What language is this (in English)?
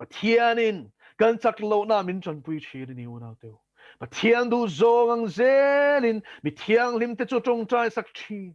Mizo